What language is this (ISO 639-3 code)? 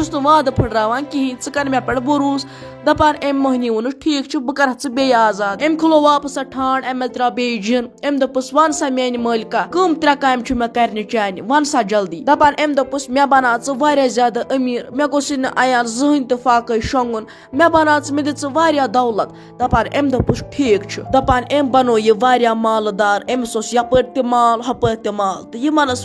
kas